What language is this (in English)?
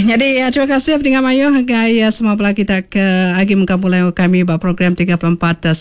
Iban